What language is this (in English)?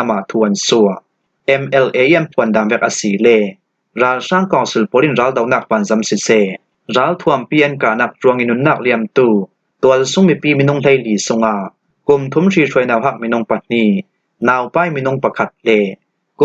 Falam Chin